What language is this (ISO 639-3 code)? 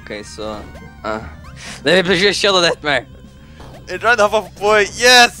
fao